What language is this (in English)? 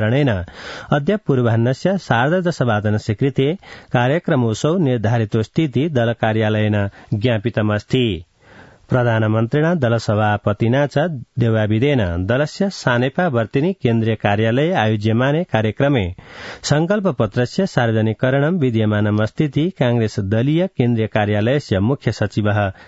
Sanskrit